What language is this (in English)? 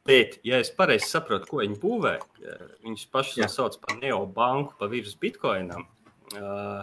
Latvian